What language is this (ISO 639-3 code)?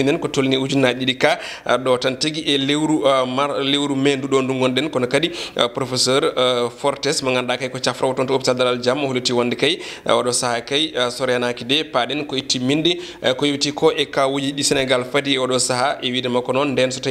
ful